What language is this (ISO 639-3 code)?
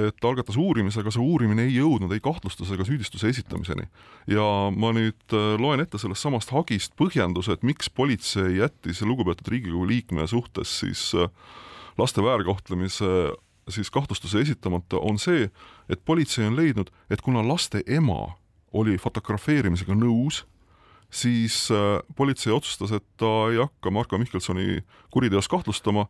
est